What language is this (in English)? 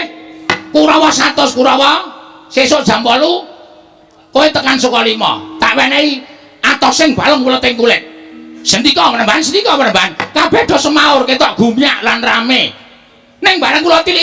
Javanese